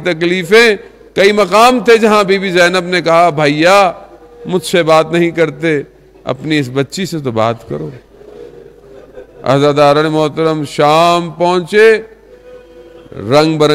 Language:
Urdu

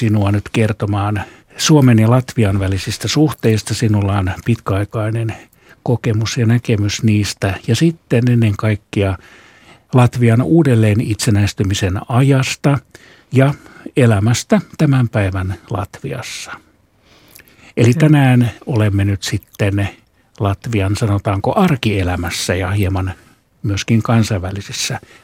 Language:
Finnish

